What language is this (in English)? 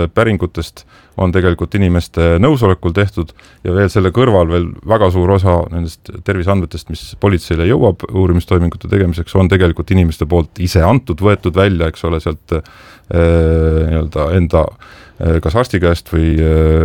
Estonian